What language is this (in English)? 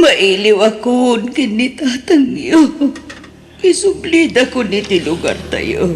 Iloko